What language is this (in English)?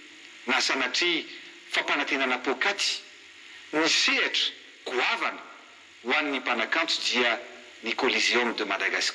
Malagasy